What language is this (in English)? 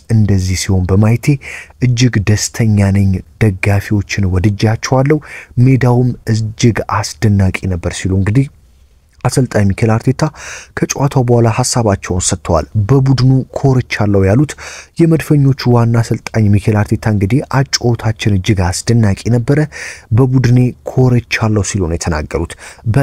Amharic